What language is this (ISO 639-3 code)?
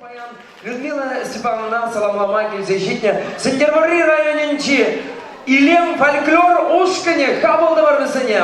chv